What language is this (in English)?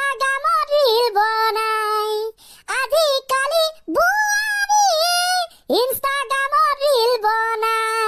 Assamese